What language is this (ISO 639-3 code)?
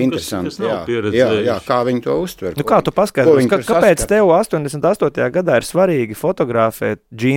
lav